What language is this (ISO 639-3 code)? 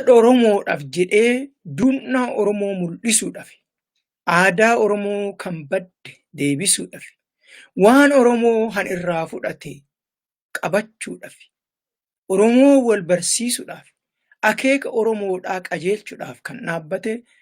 orm